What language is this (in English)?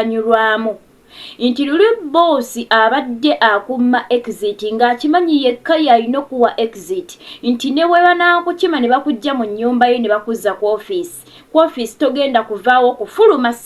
Ganda